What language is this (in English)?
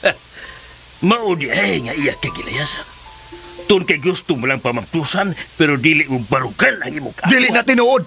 Cebuano